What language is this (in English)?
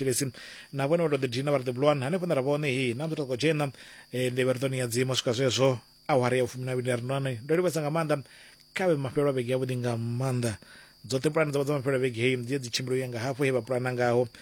Venda